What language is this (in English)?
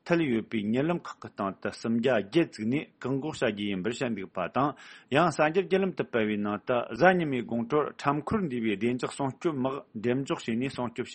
Tibetan